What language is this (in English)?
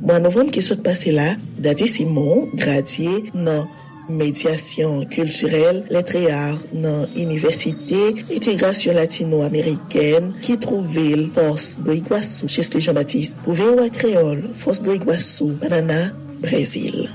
Haitian Creole